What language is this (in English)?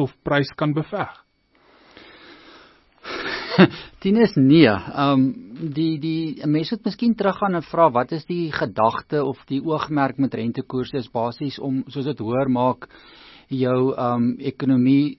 Afrikaans